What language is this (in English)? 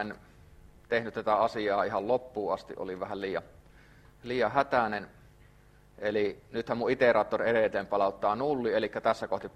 Finnish